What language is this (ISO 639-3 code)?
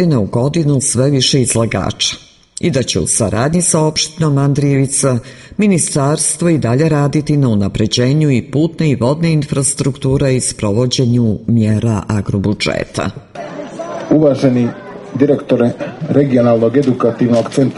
srp